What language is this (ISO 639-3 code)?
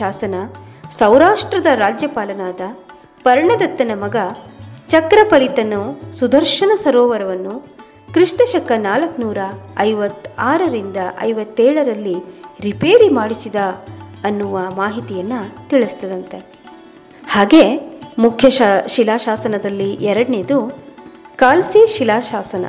kan